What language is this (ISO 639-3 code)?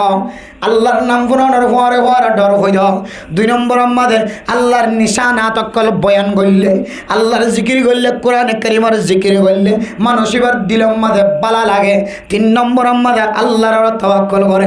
rhg